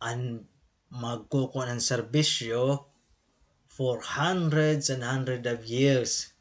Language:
Waray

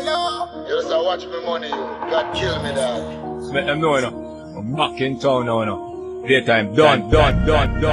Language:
Jamaican Creole English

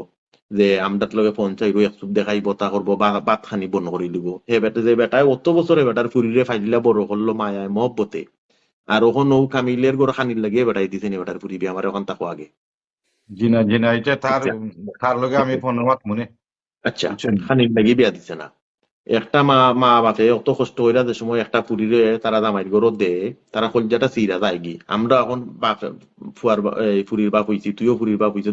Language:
Sylheti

